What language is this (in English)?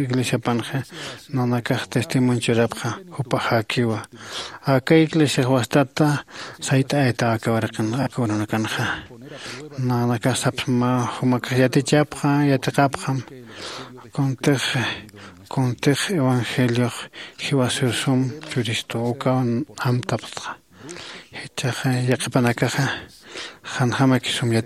Aymara